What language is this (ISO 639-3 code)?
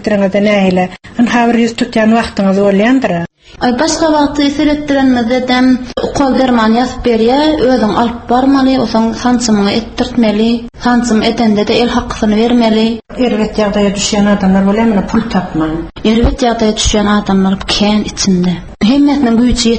tuk